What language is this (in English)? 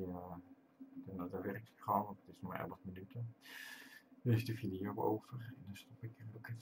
Dutch